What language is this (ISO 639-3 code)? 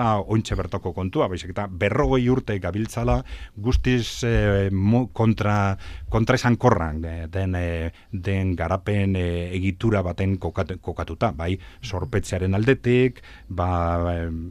eus